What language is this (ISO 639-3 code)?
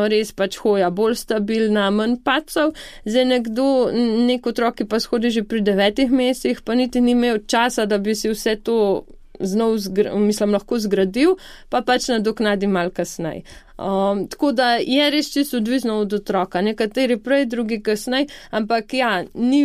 slv